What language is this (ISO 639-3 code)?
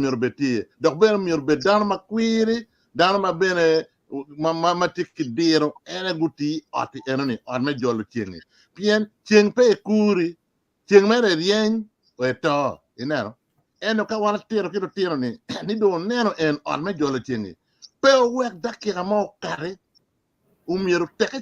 ach